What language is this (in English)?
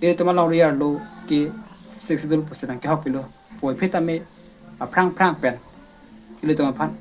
Karbi